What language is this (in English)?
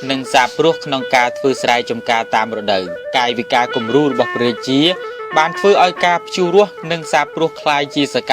Khmer